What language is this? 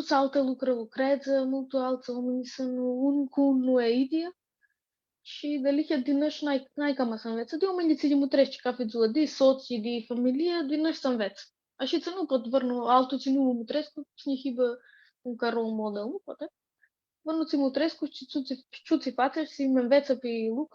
Aromanian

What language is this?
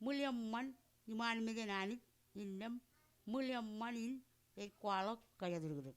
Marshallese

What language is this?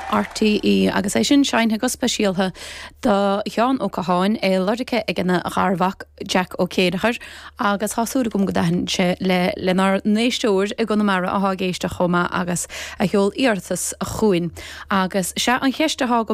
Irish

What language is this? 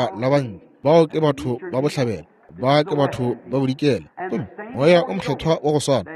Northern Sotho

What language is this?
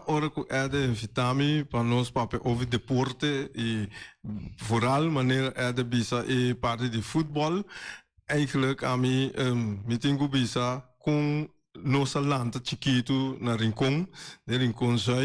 Papiamento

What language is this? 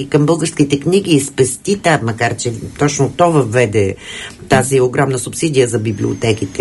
Bulgarian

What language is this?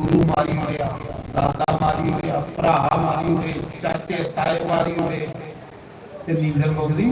Dogri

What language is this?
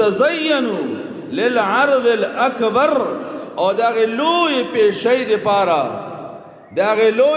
Pashto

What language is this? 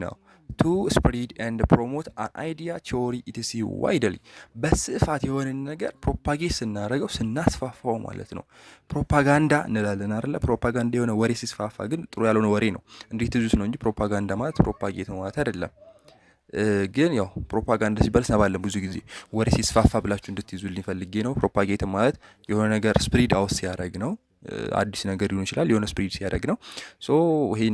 Amharic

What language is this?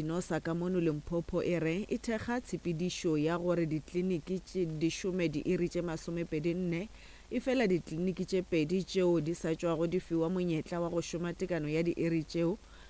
Northern Sotho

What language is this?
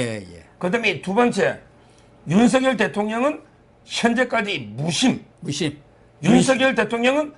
Korean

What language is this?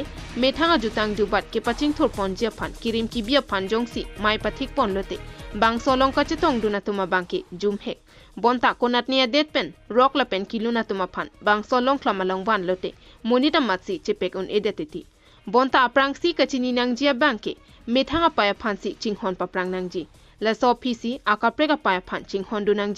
Karbi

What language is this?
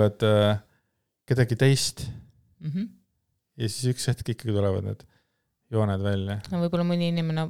Estonian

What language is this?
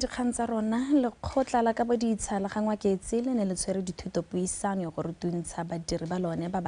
Tswana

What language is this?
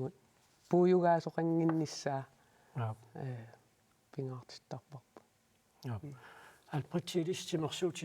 Kalaallisut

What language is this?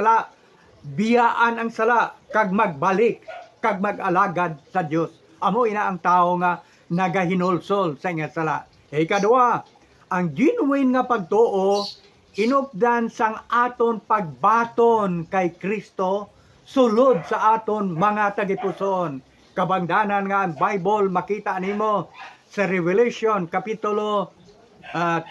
Hiligaynon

